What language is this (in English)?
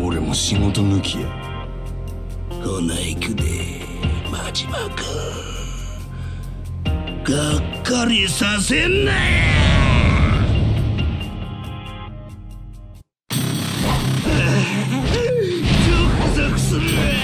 Japanese